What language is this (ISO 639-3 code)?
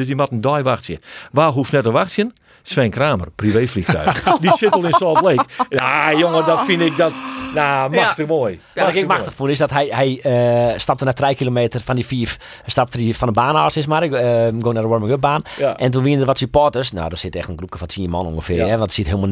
fry